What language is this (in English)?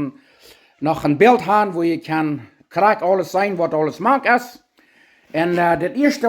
Plautdietsch